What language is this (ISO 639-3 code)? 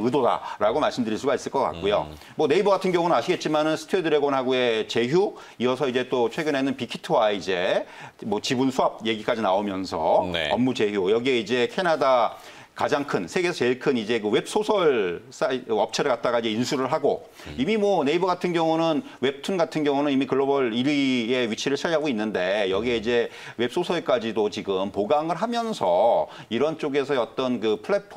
kor